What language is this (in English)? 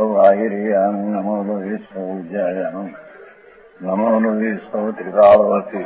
Gujarati